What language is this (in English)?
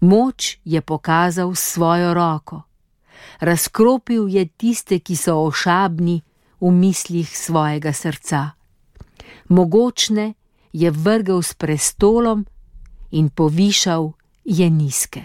Slovenian